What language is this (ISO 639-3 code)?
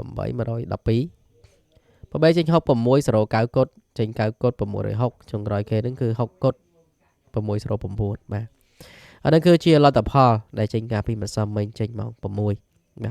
khm